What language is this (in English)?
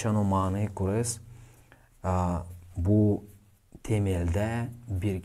Gagauz